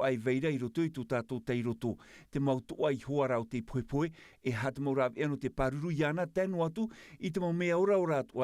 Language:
Tahitian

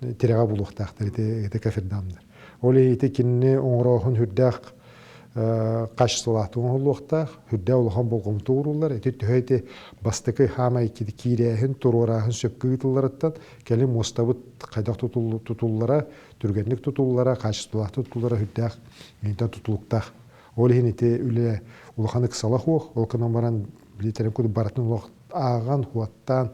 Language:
Yakut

